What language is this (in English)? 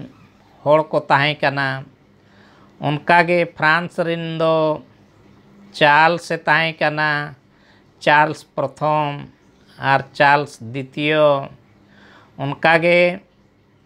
Santali